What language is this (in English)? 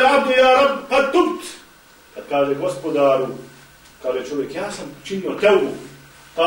Bosnian